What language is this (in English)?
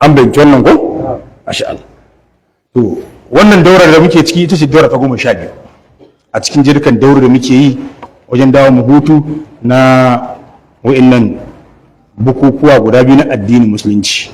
Hausa